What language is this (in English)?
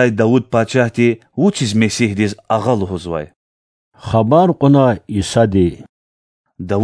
Lezghian